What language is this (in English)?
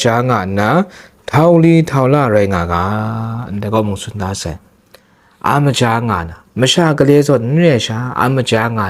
Kachin